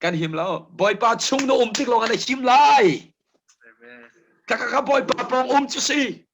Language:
Hakha Chin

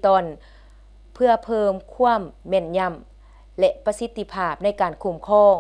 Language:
Lao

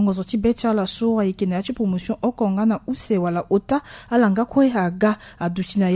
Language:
Sango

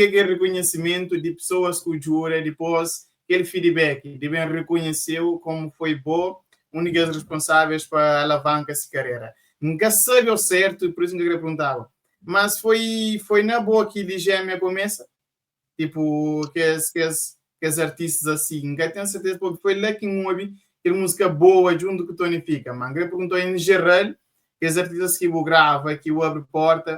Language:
Kabuverdianu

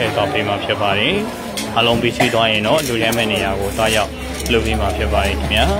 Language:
Burmese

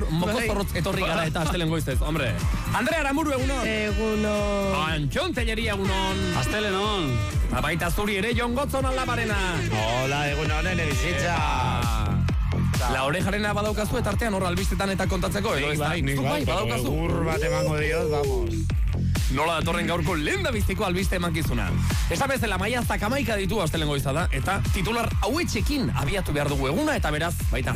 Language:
Basque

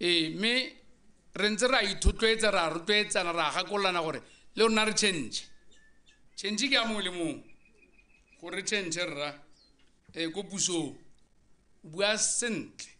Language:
Tswana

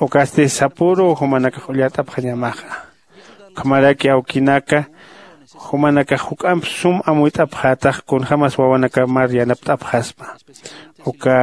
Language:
Aymara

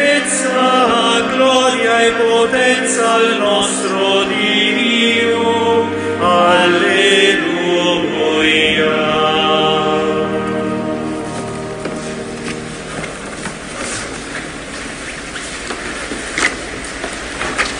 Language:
Italian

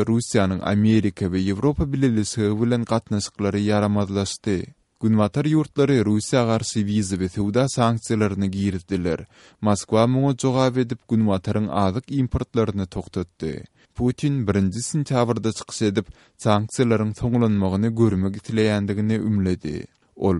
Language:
Kyrgyz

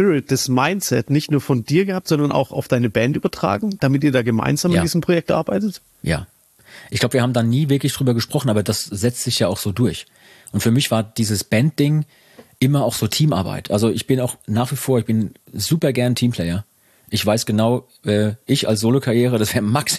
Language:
German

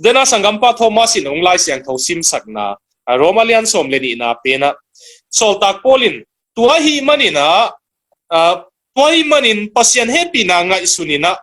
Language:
Tedim Chin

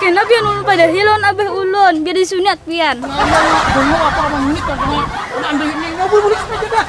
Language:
Banjar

